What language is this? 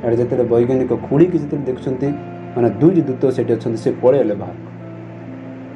Odia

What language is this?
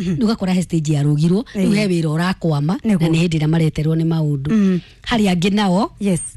Kikuyu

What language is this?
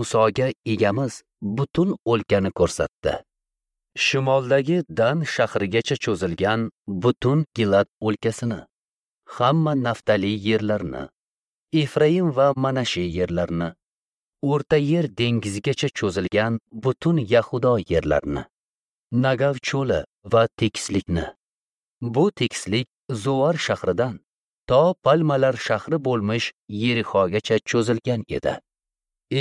Uzbek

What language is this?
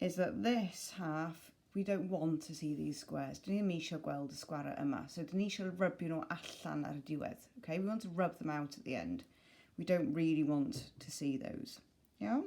Welsh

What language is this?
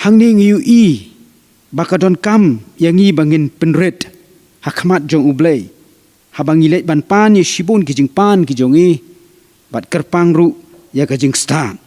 Khasi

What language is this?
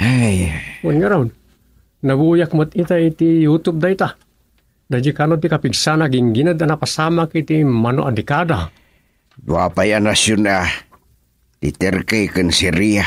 Iloko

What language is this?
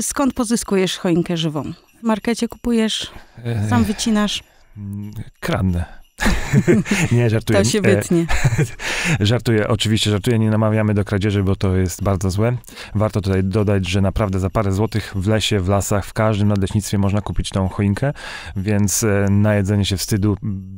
Polish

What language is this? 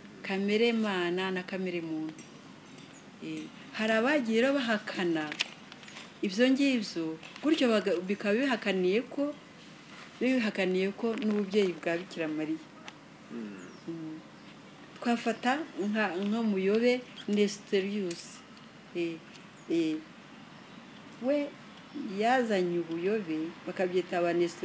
Kinyarwanda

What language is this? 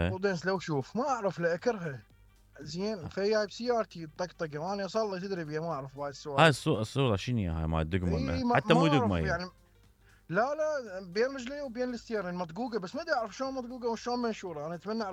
Mesopotamian Arabic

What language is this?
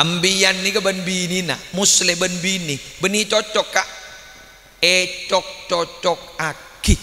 Madurese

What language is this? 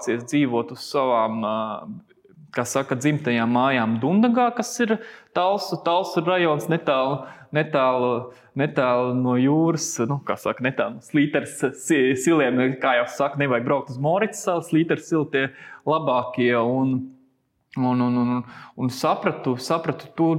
Latvian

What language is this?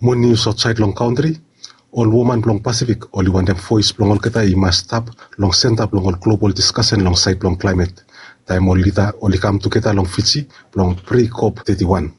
Bislama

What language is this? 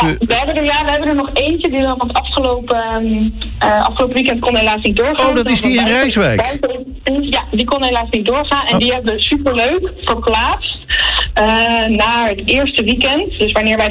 Dutch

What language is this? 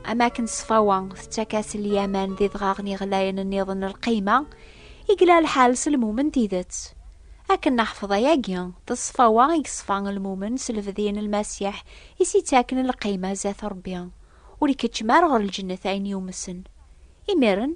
Kabyle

